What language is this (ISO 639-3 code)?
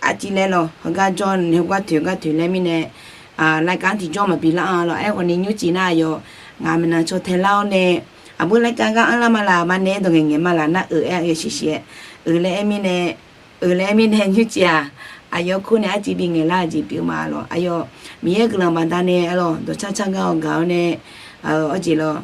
ahk